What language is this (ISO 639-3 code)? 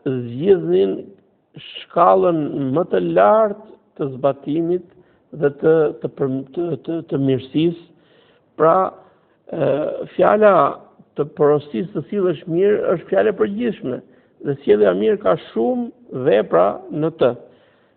sqi